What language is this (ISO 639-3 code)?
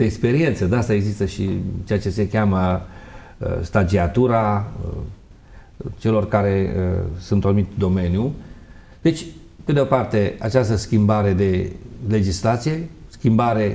ron